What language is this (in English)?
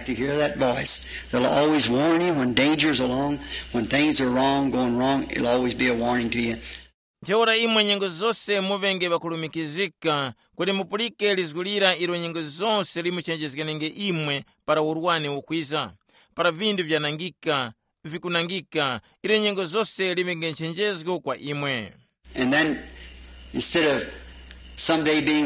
Tumbuka